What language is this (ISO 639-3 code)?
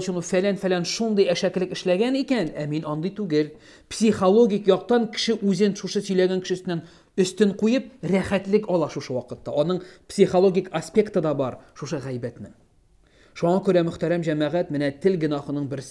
tat